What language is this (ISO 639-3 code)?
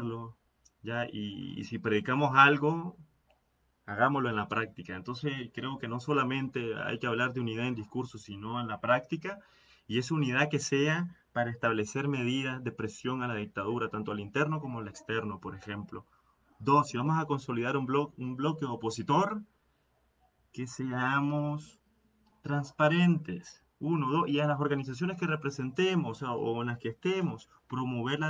spa